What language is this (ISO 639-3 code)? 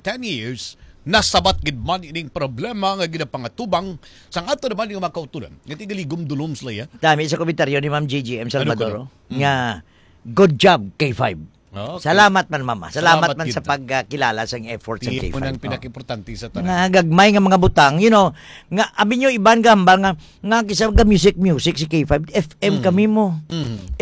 hil